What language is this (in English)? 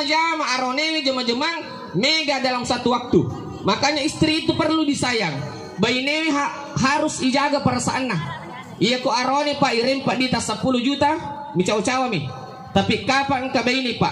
Buginese